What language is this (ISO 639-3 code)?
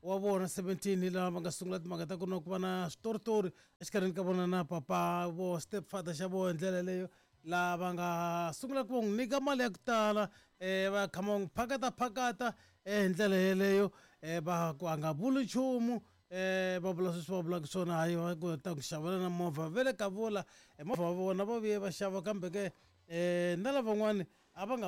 tso